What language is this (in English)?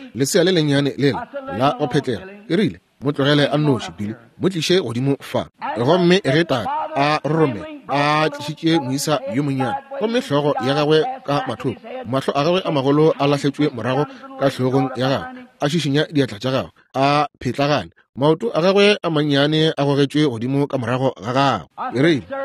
Northern Sotho